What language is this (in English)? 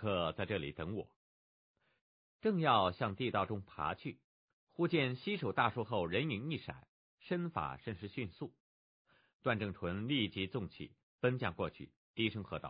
Chinese